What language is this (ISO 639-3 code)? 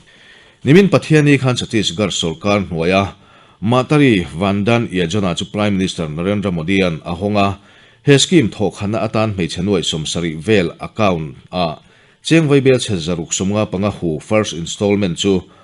lus